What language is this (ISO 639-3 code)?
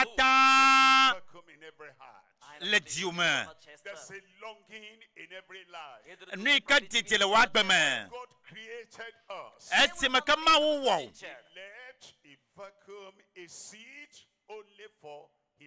ewe